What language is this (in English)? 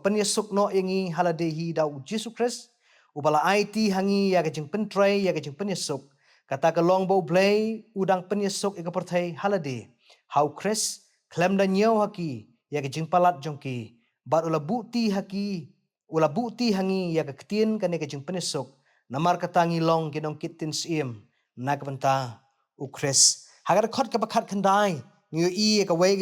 Khasi